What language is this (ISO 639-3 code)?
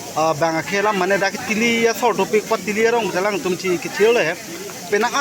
mjw